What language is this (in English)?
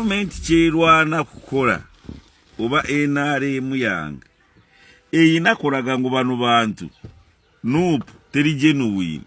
Ganda